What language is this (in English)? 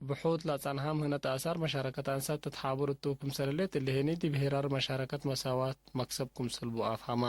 Tigre